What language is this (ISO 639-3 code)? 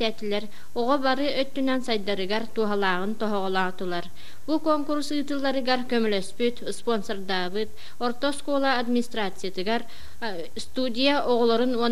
sah